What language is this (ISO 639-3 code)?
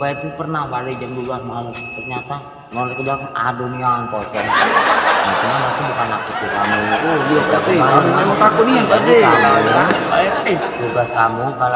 mui